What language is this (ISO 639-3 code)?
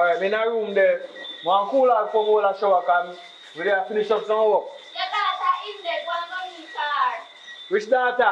jam